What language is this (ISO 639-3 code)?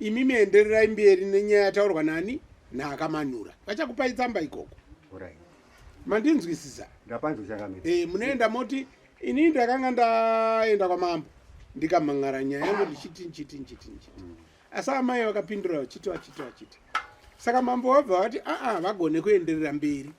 sna